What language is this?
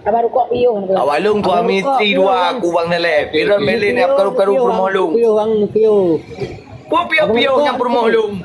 Achinese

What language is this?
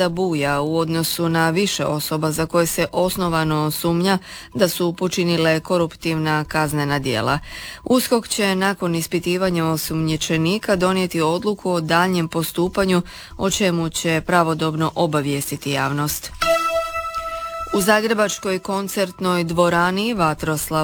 Croatian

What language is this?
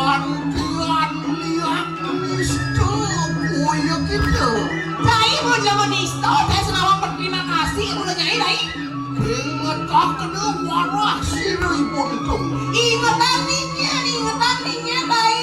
Balinese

